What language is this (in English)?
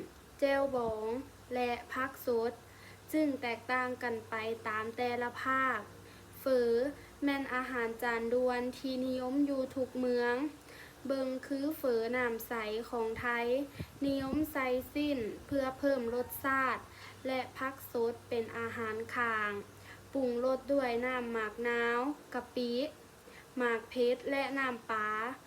Lao